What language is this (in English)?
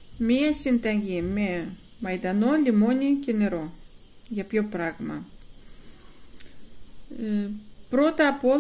Greek